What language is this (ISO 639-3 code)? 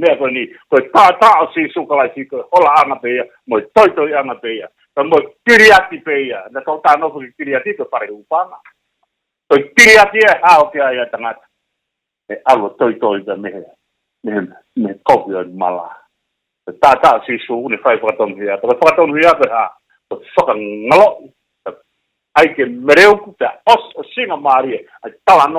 ton